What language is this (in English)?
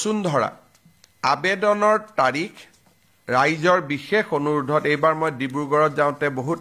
Assamese